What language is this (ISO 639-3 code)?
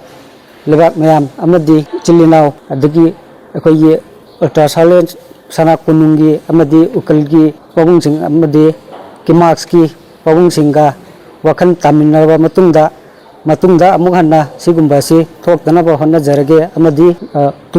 mni